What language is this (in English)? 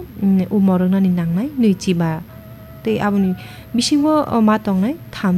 Kok Borok